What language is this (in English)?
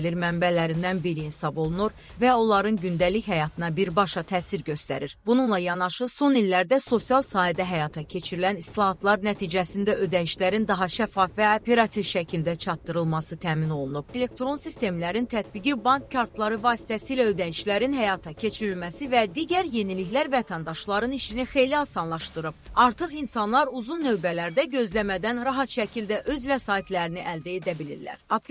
Azerbaijani